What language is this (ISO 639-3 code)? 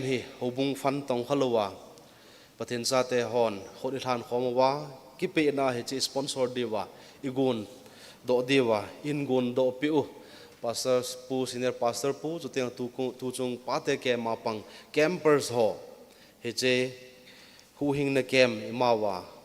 tcz